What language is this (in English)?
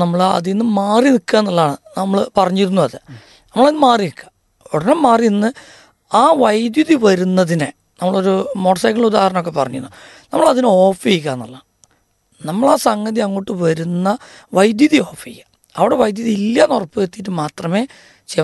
Malayalam